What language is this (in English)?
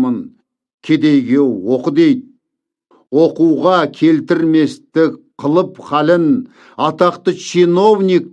Kazakh